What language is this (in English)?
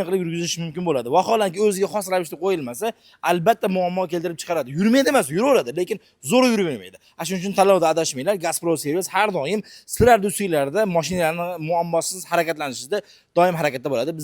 Uzbek